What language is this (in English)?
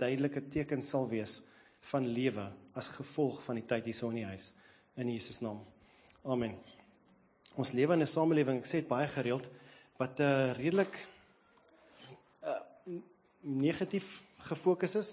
Afrikaans